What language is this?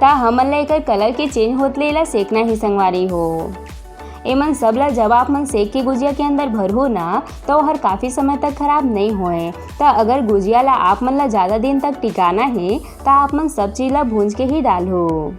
Chhattisgarhi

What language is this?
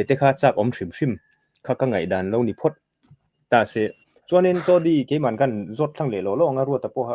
Mizo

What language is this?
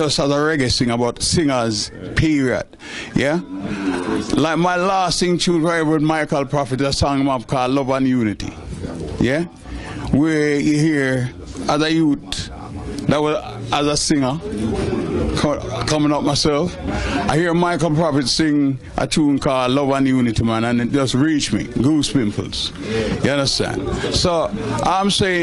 Jamaican Creole English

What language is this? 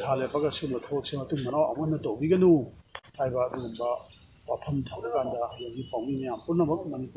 Manipuri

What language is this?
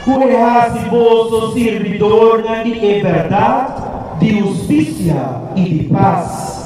Papiamento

